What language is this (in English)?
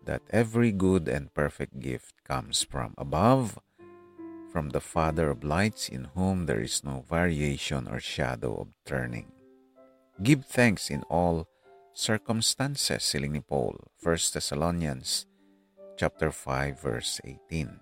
Hiligaynon